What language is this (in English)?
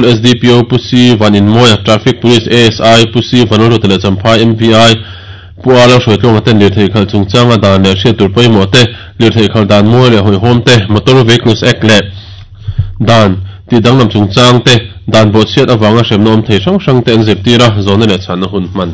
Mizo